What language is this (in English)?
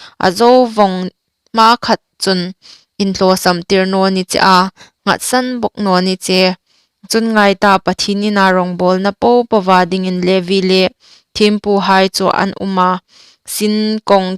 Hmar